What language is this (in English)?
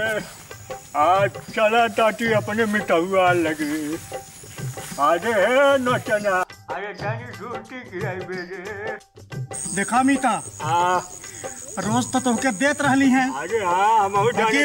Bhojpuri